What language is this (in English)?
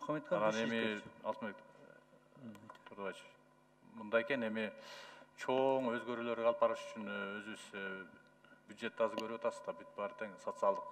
Kyrgyz